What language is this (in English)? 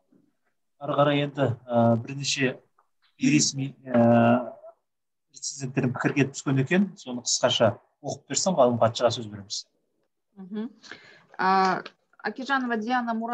Kazakh